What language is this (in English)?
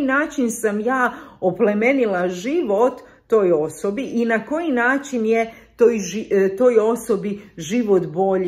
Croatian